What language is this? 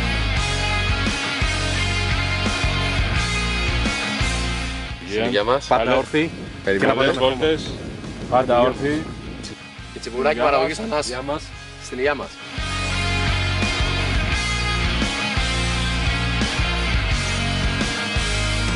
Greek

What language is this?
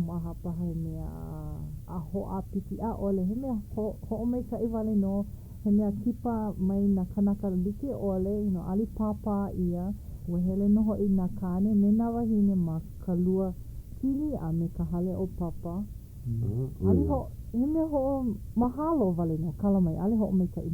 Hawaiian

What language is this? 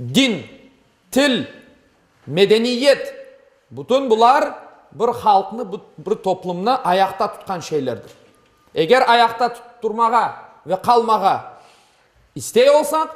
Crimean Tatar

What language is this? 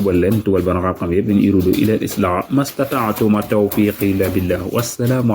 Wolof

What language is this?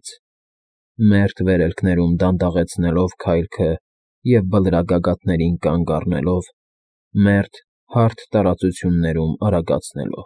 Armenian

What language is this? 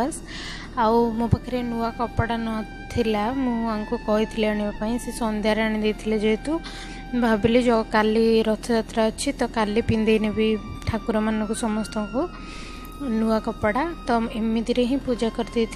Odia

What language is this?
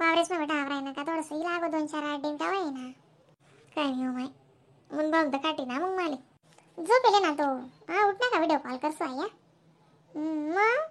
Khandesi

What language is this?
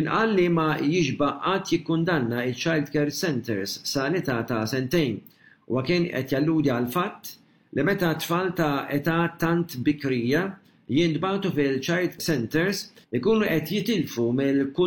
Maltese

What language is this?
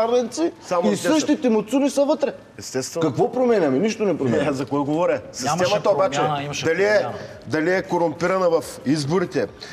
Bulgarian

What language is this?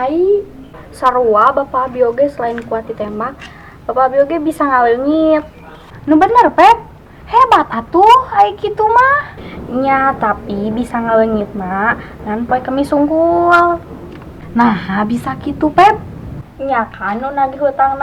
Sundanese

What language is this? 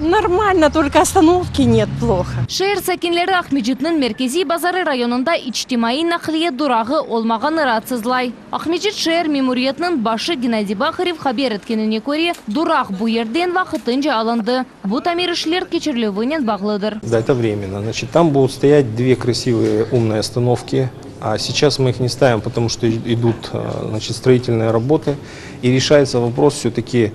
Crimean Tatar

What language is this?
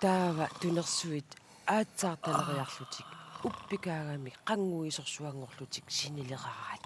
Kalaallisut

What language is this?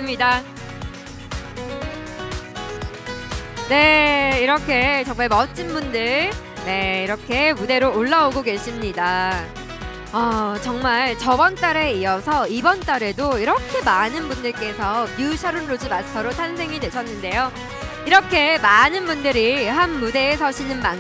Korean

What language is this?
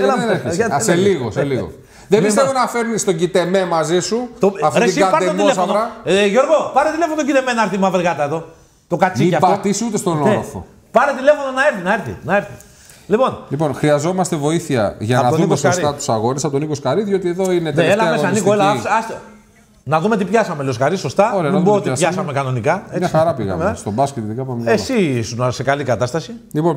Greek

